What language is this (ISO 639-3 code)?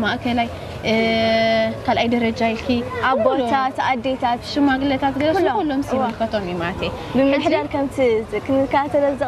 tir